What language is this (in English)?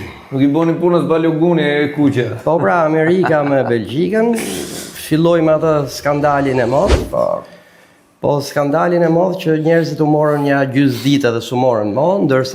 Albanian